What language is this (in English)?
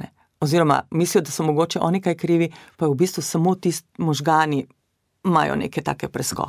Slovenian